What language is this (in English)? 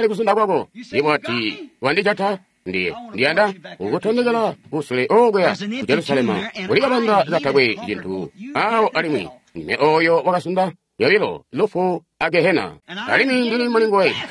Tonga (Zambia)